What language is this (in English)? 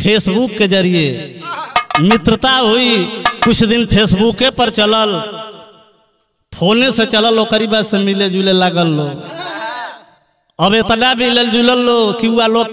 Bhojpuri